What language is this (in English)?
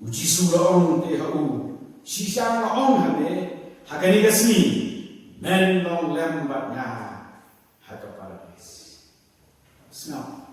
Khasi